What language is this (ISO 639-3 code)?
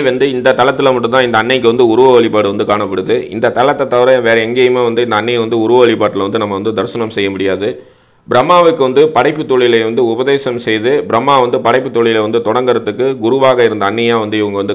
tam